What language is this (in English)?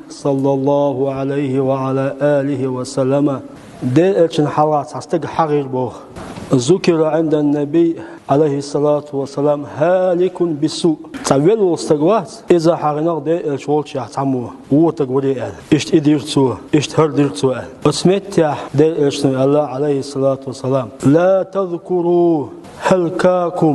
Chechen